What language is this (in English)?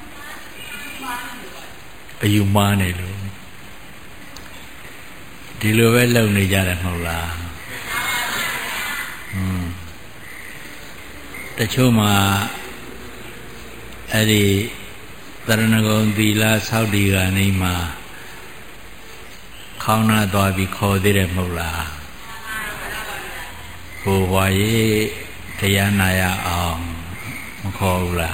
Burmese